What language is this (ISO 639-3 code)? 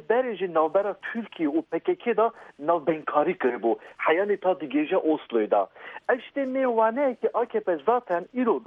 kur